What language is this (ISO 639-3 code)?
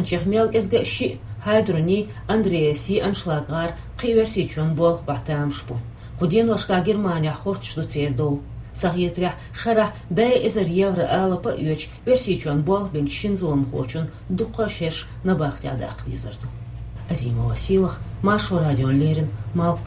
che